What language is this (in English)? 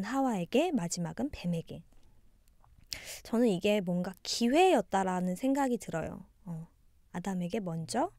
Korean